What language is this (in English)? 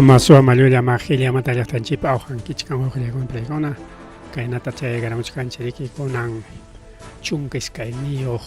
Ayacucho Quechua